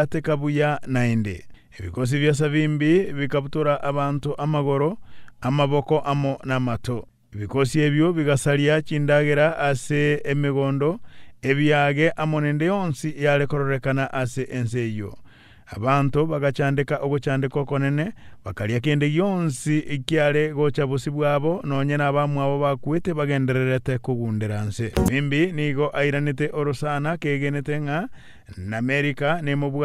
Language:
Gusii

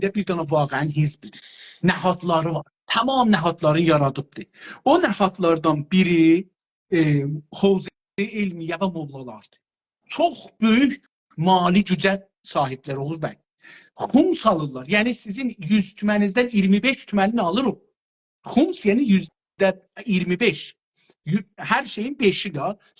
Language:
South Azerbaijani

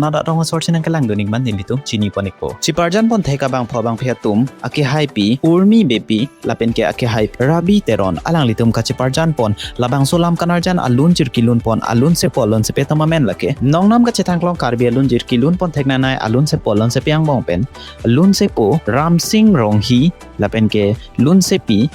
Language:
Karbi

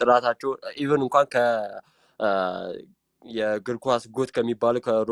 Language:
Amharic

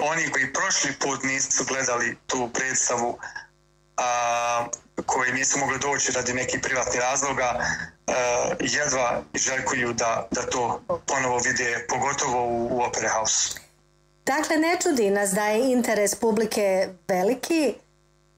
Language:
Bosnian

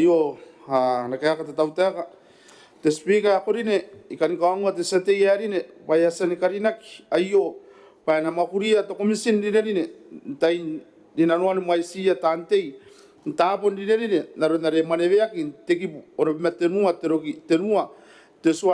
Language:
Gilbertese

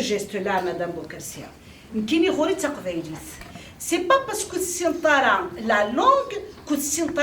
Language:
Kabyle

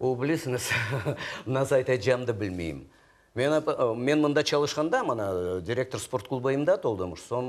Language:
Crimean Tatar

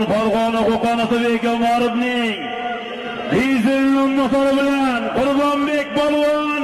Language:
Uzbek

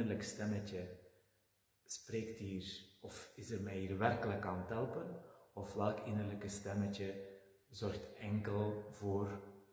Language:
Dutch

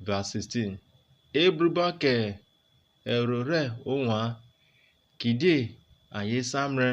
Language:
Urhobo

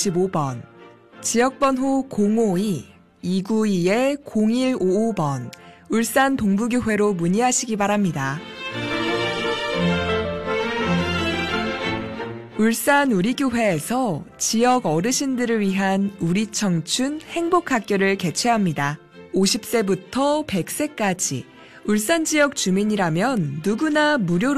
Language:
Korean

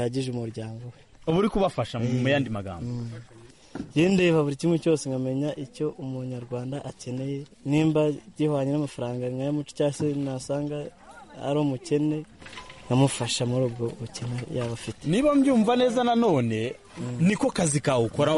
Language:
Kinyarwanda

